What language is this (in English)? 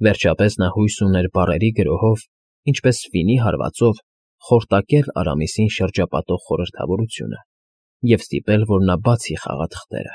Armenian